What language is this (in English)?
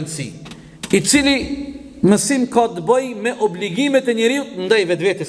Albanian